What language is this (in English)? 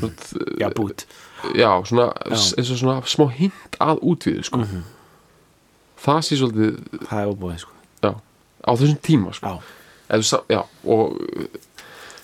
Icelandic